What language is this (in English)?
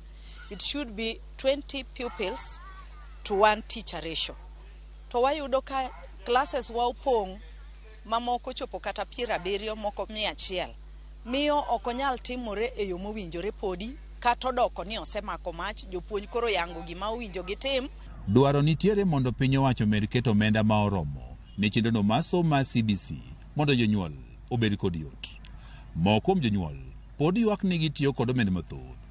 Luo (Kenya and Tanzania)